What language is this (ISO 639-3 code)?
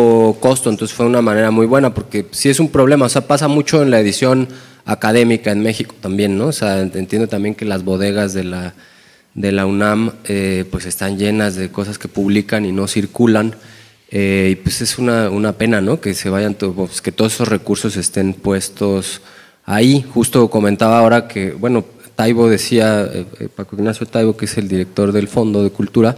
spa